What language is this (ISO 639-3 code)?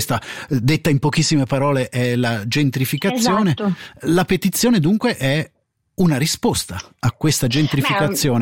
ita